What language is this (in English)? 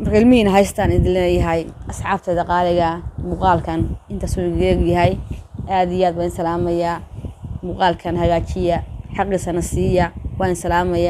Somali